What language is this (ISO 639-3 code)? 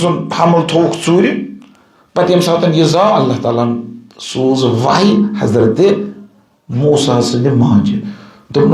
kas